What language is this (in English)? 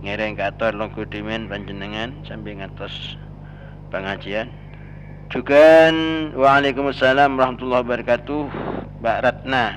Madurese